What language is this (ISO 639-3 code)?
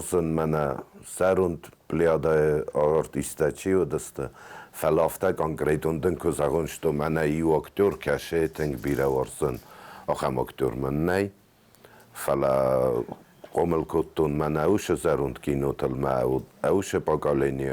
oss